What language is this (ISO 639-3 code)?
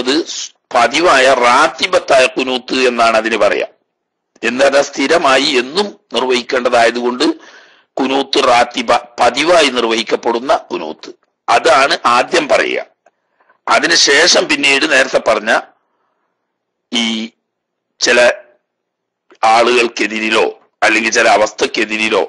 mal